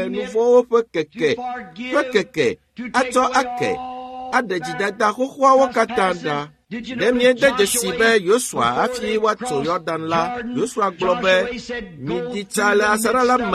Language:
Ewe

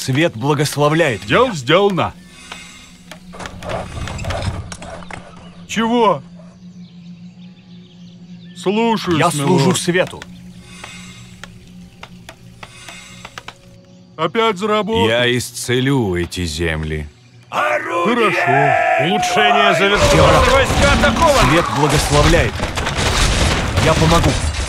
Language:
Russian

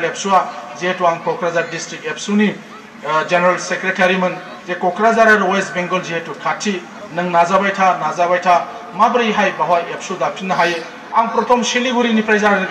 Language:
Bodo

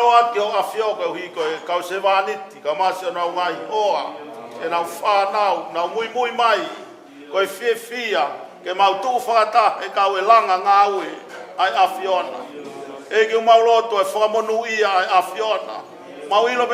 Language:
Tongan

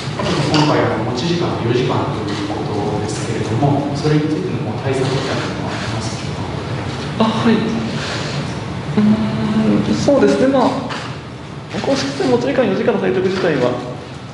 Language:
Japanese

